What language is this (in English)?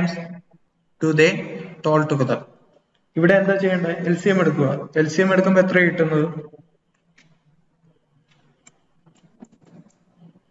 Malayalam